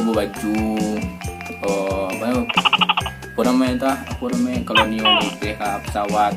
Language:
Minangkabau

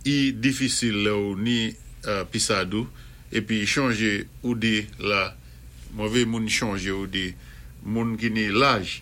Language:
Saint Lucian Creole French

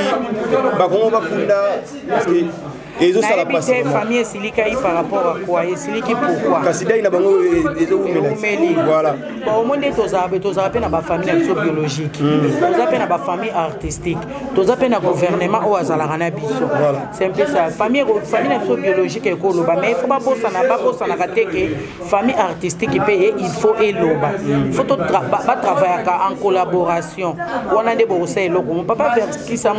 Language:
Lingala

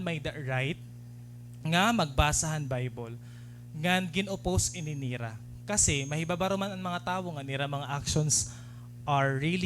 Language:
Waray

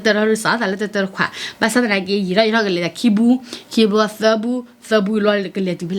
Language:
S'gaw Karen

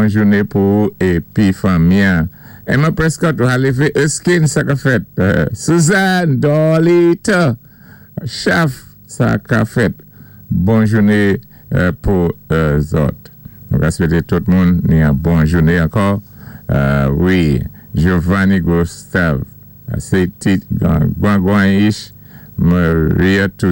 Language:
Saint Lucian Creole French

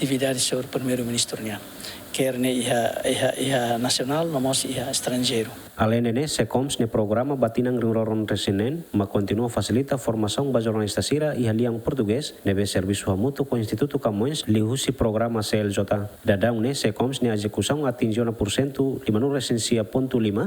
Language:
Tetum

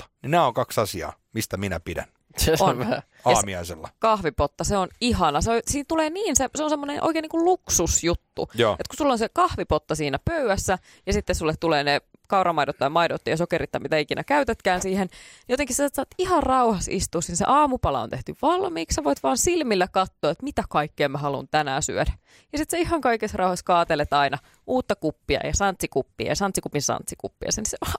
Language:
Finnish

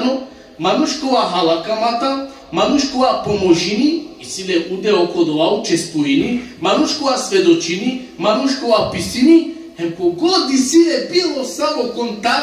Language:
Balkan Romani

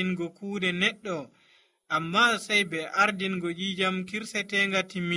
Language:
Nigerian Fulfulde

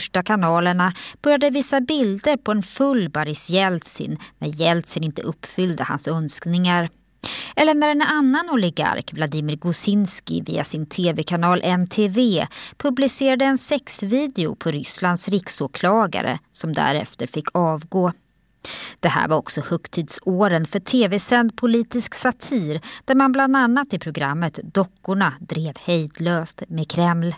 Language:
Swedish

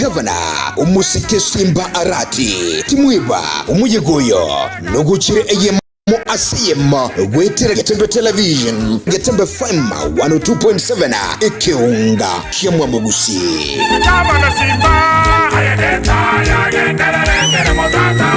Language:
Gusii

